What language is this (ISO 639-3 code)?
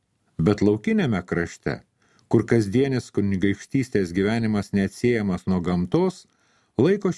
lit